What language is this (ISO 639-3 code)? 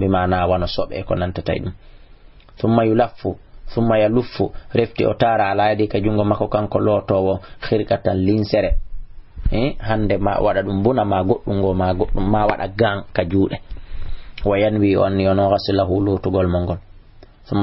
ful